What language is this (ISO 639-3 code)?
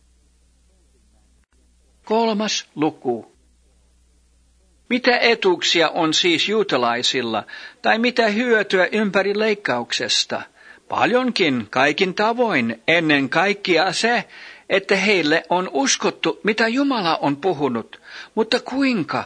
fin